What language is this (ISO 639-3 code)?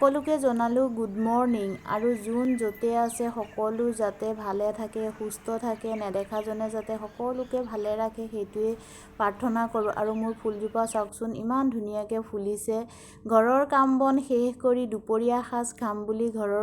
asm